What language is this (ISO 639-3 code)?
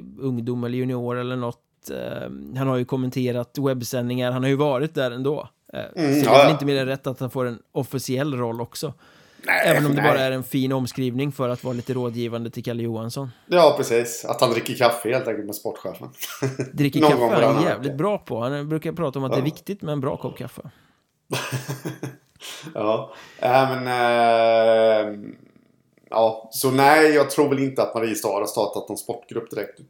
swe